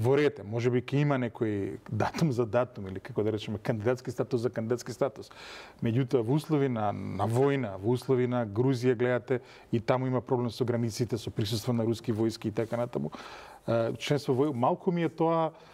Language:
Macedonian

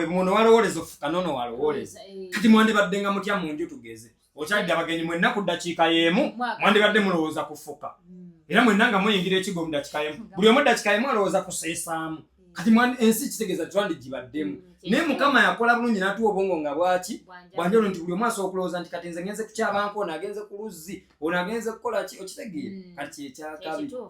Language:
Ganda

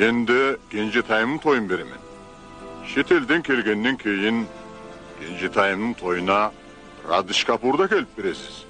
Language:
Kara-Kalpak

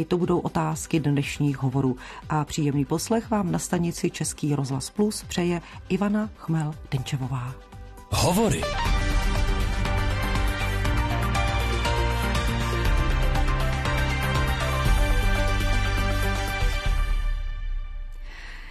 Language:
Czech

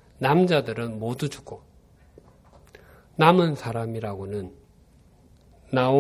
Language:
Korean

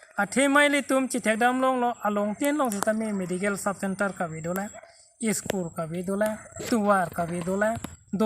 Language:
Karbi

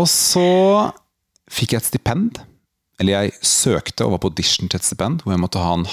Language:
Norwegian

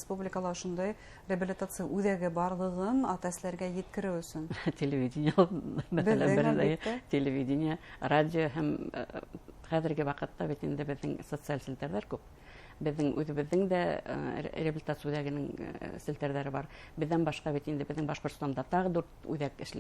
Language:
Bashkir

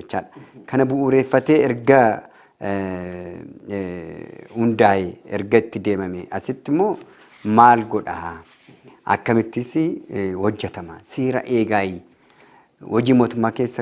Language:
Oromo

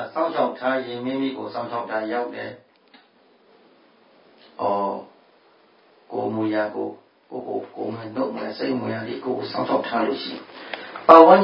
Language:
Burmese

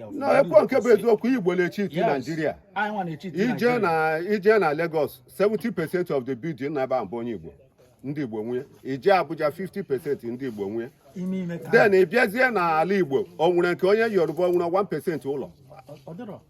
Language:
Igbo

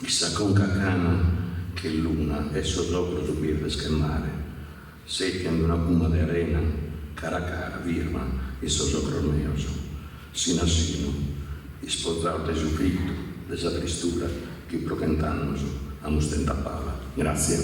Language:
Sardinian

